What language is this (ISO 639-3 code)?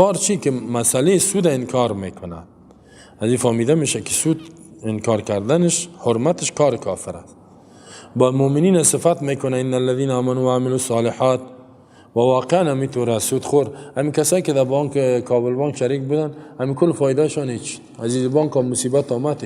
fas